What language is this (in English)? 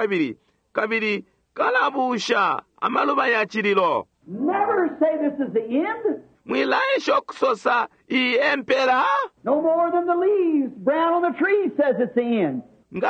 Bemba